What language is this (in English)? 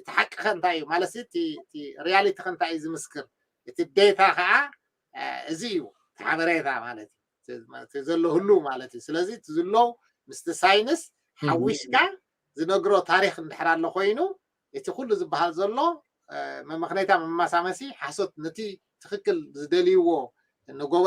Tigrinya